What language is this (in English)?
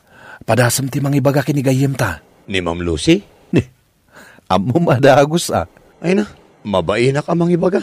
Iloko